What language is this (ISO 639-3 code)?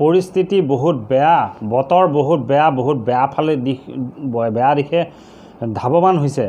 asm